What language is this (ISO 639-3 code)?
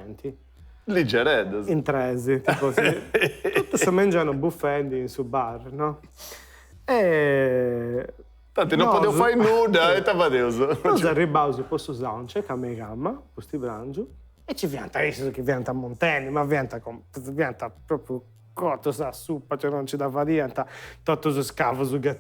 srd